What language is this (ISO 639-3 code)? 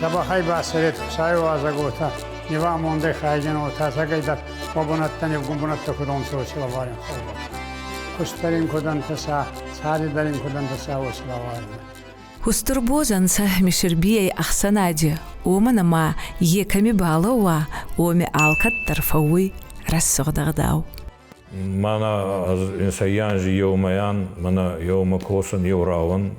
oss